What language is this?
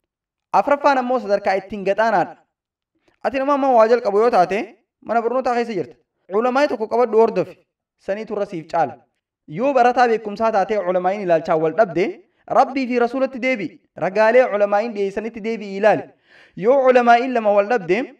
Oromo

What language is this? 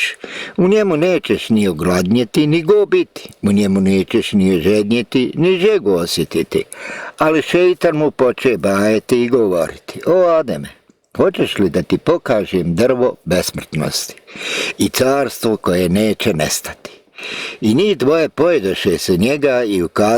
Bosnian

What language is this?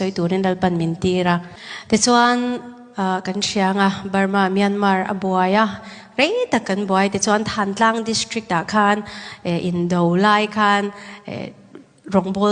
Hakha Chin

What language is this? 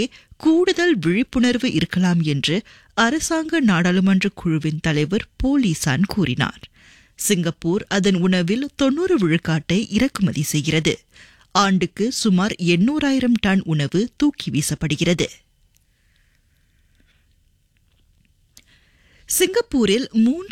Tamil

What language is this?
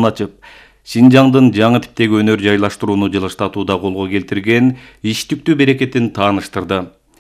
Kyrgyz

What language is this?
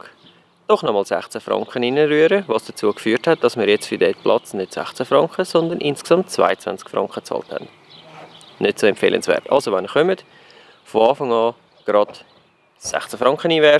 Swiss German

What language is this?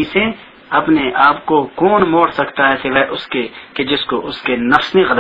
Urdu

